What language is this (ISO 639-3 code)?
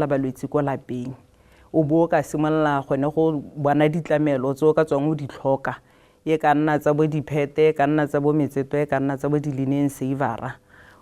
tsn